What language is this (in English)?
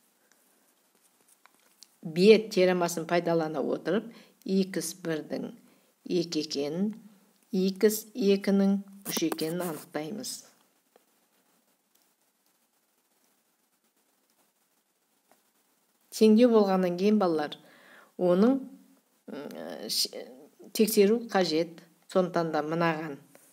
Kazakh